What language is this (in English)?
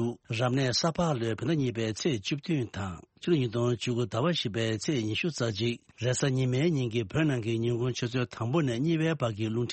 Tibetan